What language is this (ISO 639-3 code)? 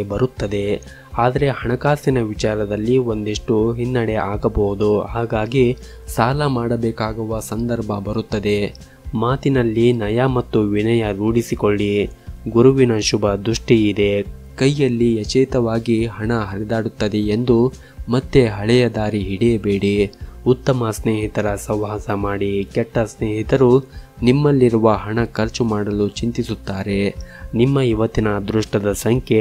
kan